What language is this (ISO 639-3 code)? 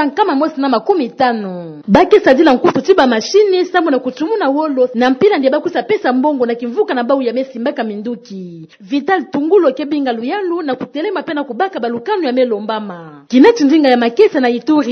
ktu